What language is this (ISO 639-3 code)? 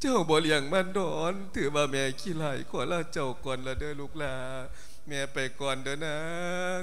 lao